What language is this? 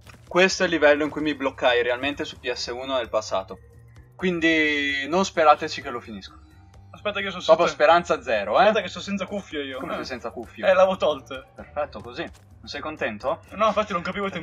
Italian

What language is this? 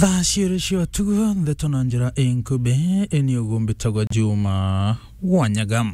Meru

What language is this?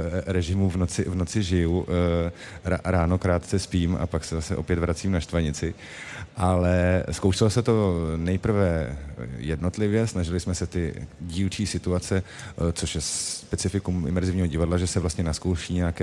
Czech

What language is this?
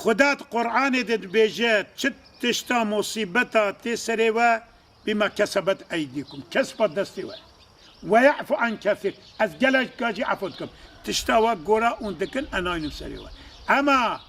Kurdish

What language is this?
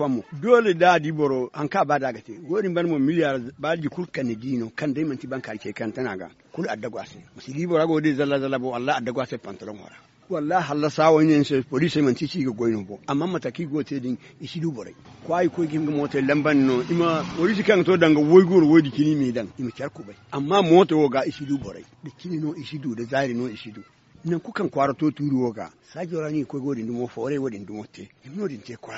Zarma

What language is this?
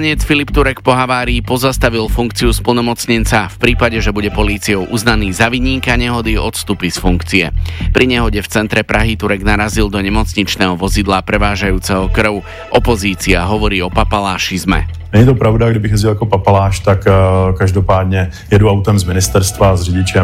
Slovak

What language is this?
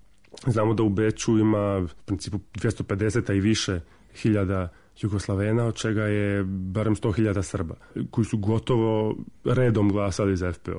Croatian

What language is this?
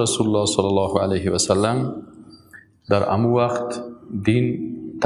Persian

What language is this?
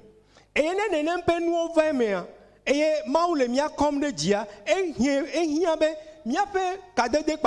Ewe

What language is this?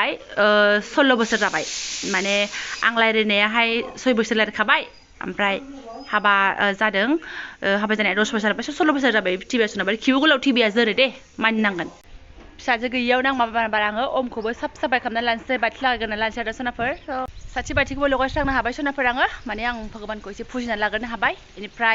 Bodo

